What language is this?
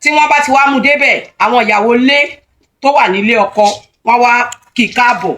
Yoruba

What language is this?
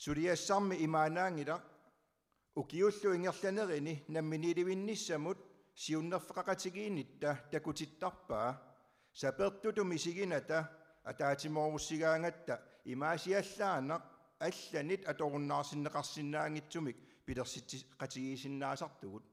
Kalaallisut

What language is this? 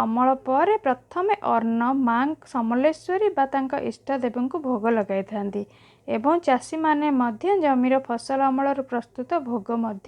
Odia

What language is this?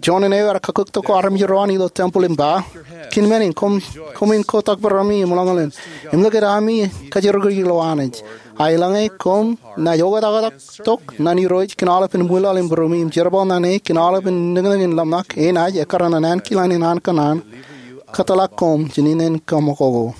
Marshallese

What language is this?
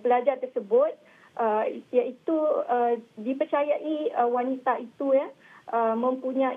Malay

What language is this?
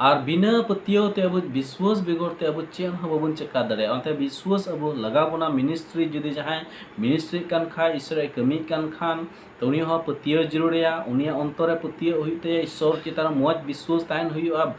Santali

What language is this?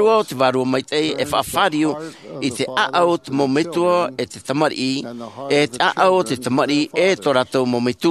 Tahitian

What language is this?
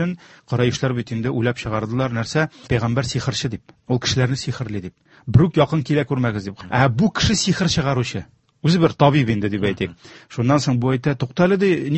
Tatar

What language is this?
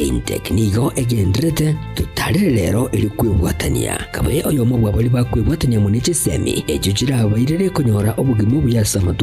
Gusii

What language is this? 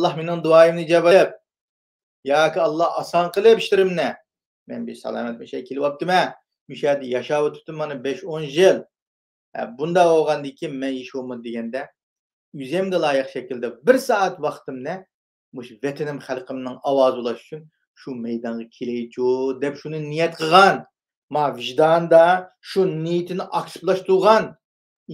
Uyghur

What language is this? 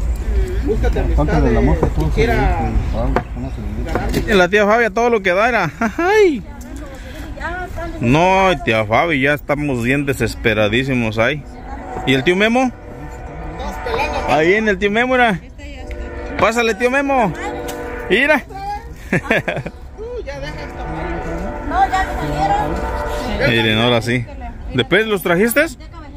Spanish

